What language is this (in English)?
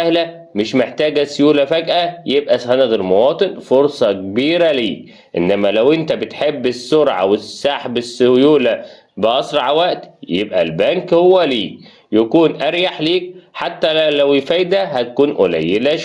Egyptian Arabic